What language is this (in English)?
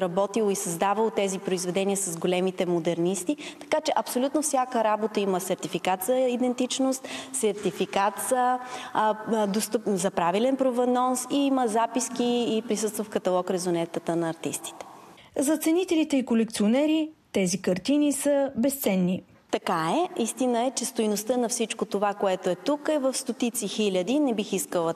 Bulgarian